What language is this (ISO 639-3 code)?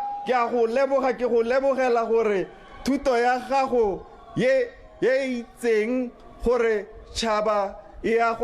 tsn